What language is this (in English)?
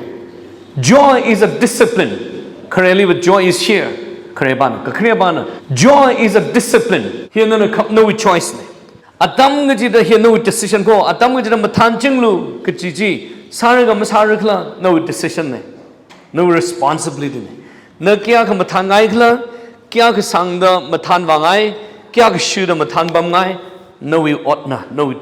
Tangkhul Naga (India)